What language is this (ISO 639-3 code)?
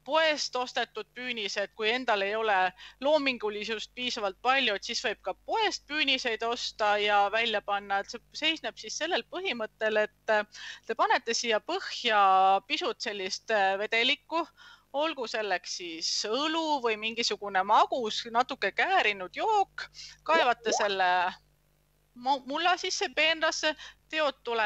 est